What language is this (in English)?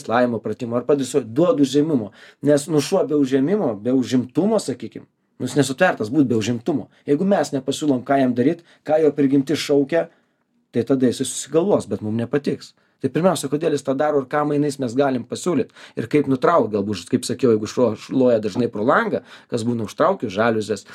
Lithuanian